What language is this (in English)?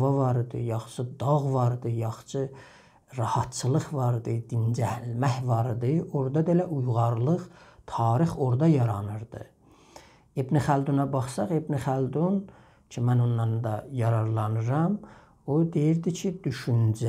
South Azerbaijani